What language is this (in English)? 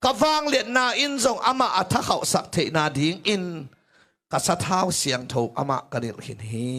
Tedim Chin